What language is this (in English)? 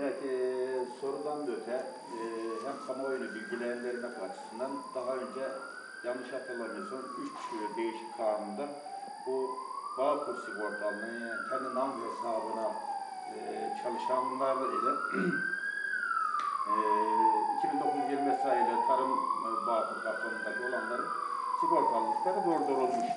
Turkish